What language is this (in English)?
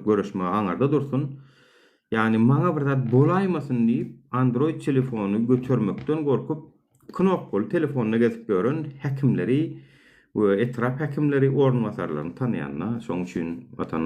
Turkmen